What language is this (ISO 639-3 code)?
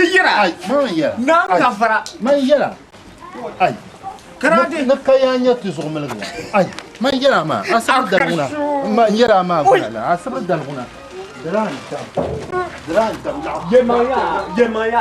dag